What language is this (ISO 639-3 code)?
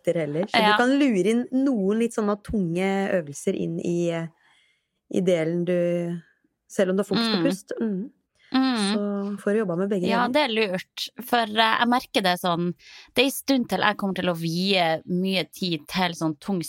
nor